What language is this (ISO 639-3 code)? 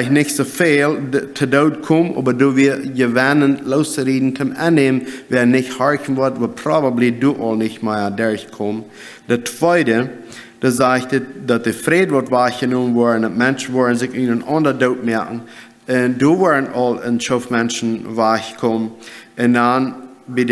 pdt